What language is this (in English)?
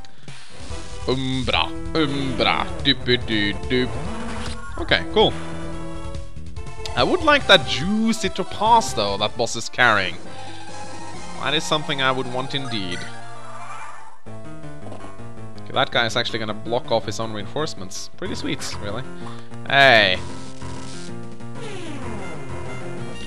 English